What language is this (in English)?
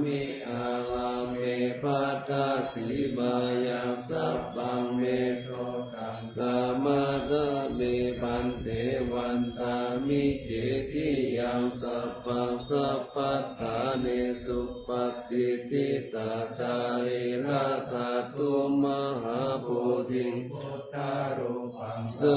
Pali